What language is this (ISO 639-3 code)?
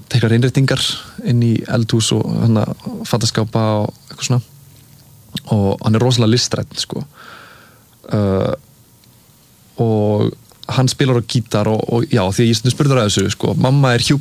isl